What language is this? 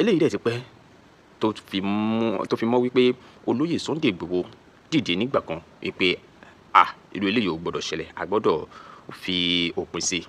Yoruba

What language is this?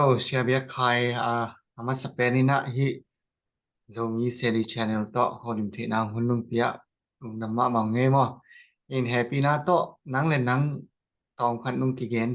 Tedim Chin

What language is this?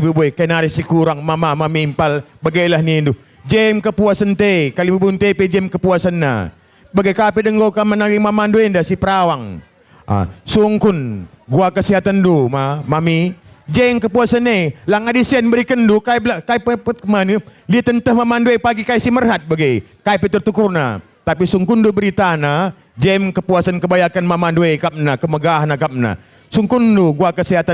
Batak Karo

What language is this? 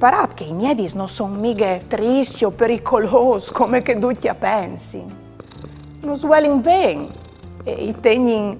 Friulian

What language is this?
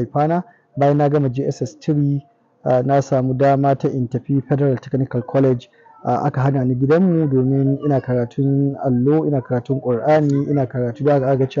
Hausa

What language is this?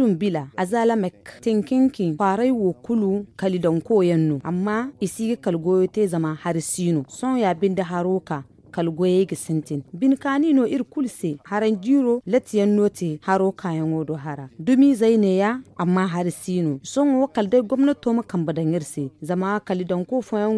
Zarma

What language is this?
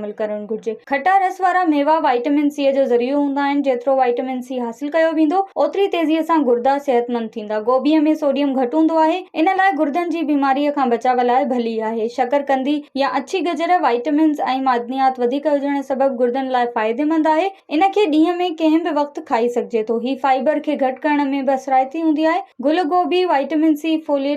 Sindhi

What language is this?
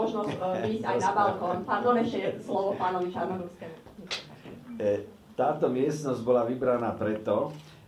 Slovak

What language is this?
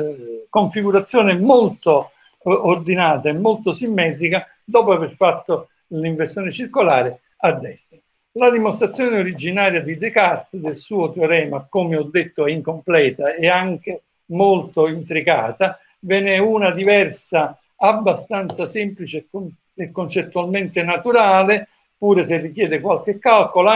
Italian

